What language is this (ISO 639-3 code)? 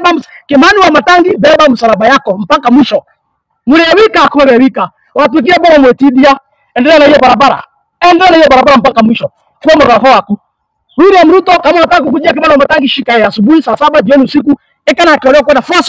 kik